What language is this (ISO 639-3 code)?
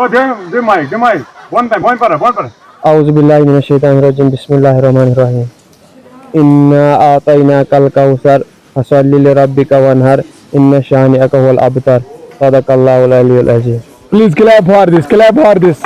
kas